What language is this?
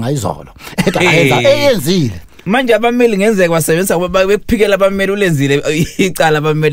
Zulu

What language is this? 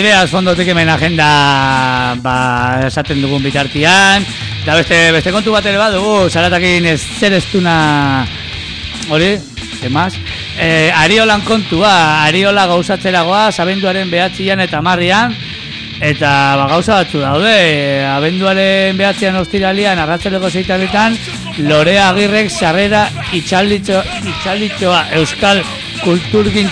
Basque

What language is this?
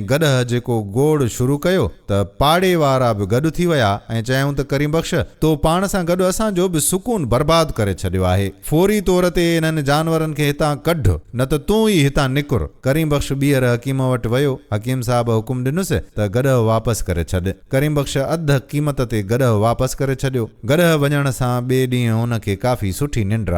Sindhi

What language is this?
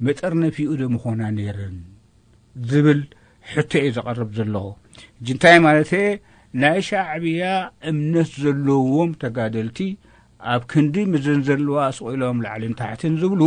Tigrinya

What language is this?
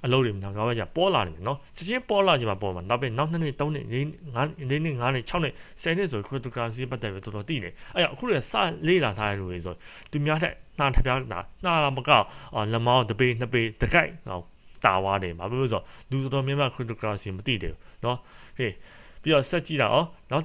Burmese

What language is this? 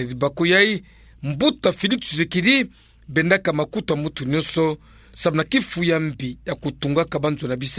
Kituba (Democratic Republic of Congo)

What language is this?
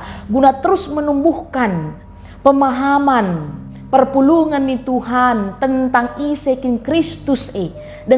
Batak Karo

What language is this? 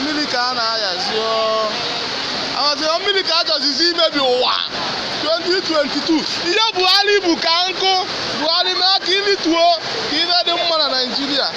Igbo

